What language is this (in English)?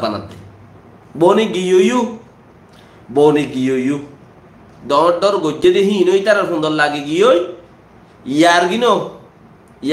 Rohingya